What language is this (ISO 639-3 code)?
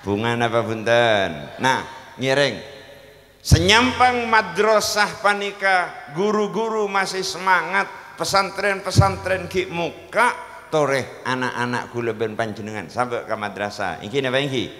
mad